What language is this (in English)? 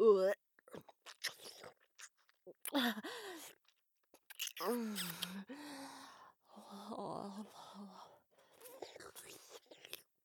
Japanese